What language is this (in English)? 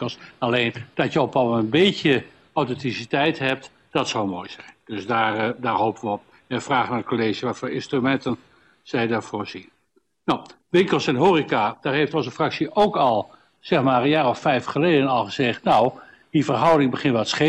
Dutch